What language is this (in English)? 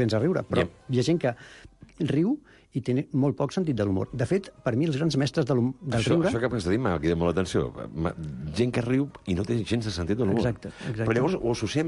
Catalan